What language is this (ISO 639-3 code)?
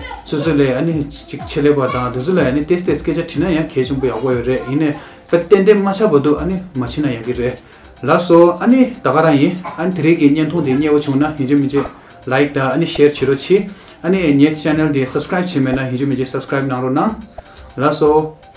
bod